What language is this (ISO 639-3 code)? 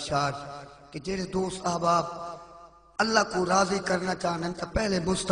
skr